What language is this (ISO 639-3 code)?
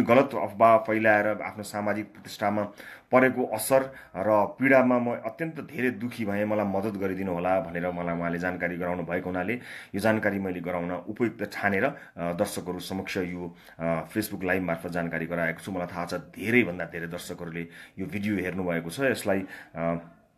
nep